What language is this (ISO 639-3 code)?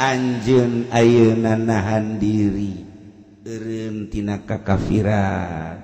sun